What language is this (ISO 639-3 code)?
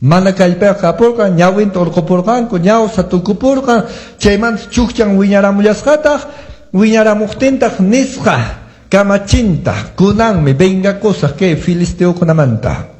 que